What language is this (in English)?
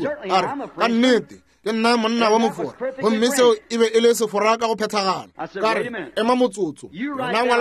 Northern Sotho